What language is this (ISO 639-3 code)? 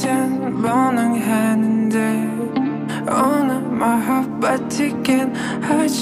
kaz